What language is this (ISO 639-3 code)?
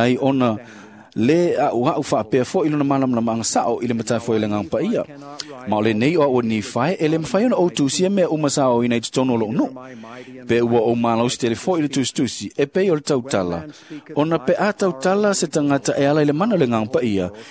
smo